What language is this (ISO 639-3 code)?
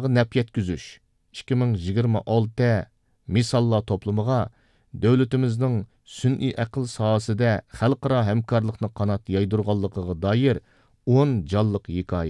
uig